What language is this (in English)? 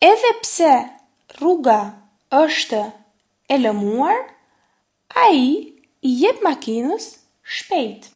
Albanian